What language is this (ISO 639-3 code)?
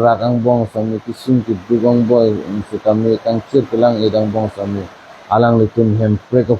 mjw